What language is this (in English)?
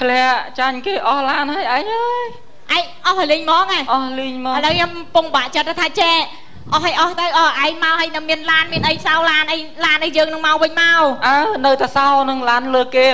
Khmer